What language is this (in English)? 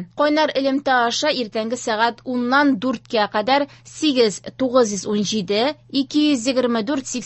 Tatar